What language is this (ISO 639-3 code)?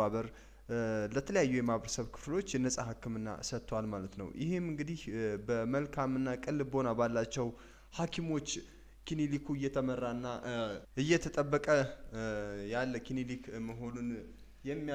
amh